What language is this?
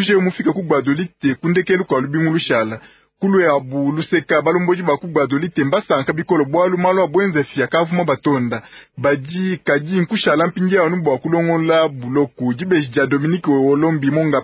Luba-Lulua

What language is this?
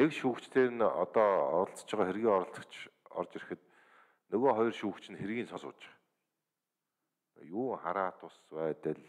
Mongolian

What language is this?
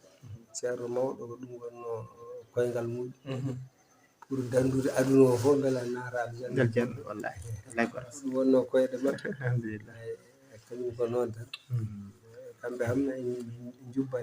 Fula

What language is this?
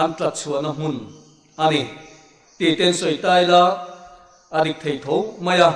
Mizo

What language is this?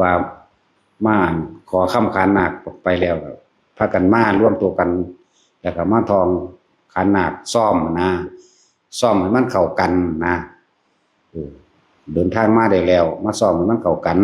Northeastern Thai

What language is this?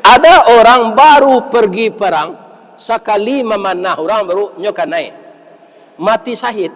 Minangkabau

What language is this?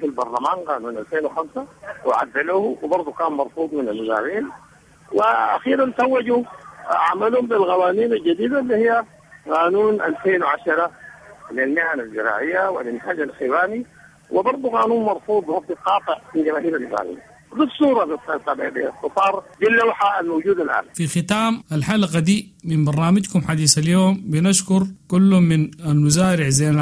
Sudanese Arabic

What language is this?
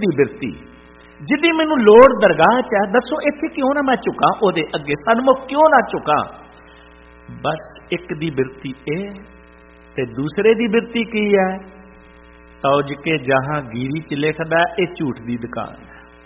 Punjabi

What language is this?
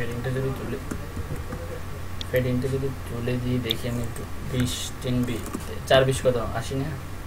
Bangla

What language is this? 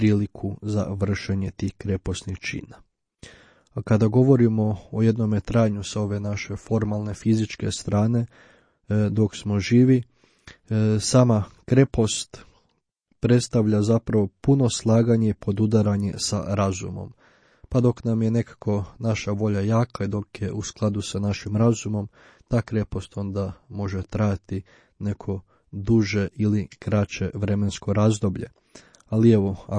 Croatian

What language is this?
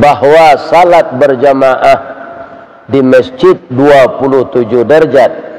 Minangkabau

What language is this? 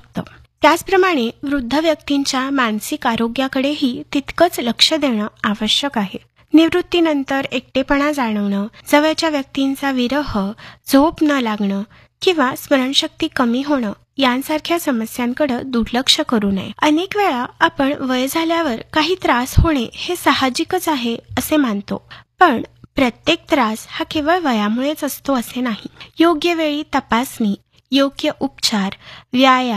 Marathi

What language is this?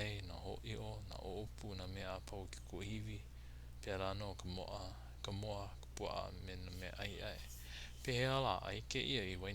Hawaiian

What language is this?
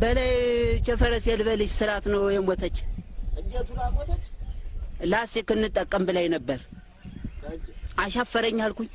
Amharic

